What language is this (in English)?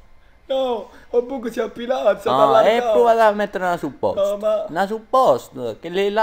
Neapolitan